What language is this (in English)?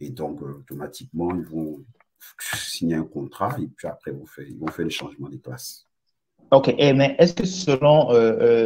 French